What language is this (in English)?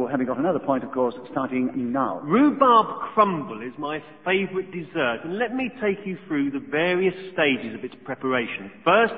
English